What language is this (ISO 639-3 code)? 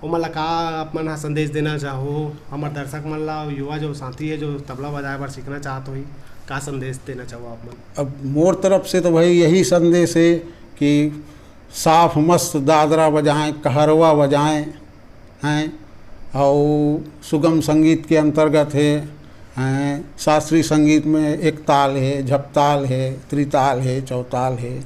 hne